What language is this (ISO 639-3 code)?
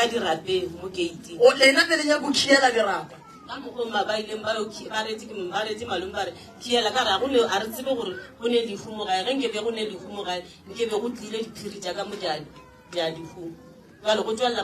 nso